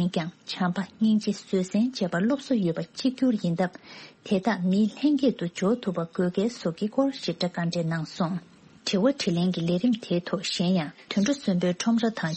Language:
Tibetan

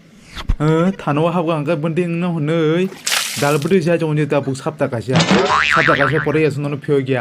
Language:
Kok Borok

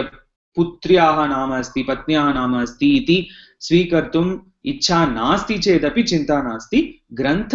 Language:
Sanskrit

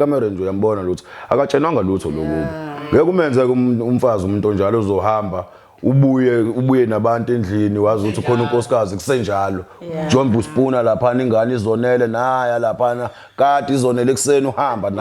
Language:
Zulu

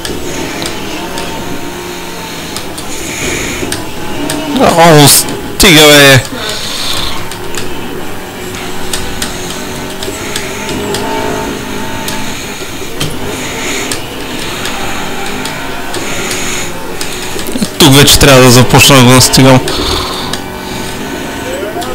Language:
Bulgarian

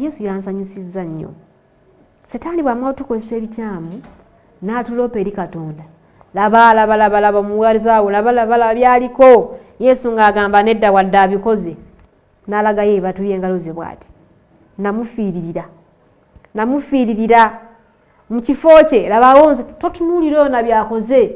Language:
Ganda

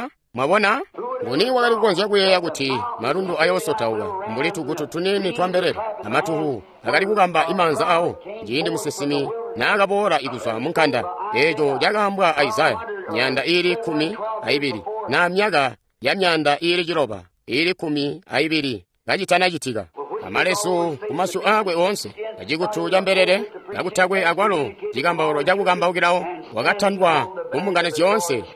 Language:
Tonga (Zambia)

